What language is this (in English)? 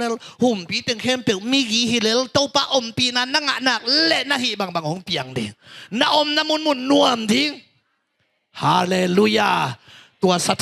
Tedim Chin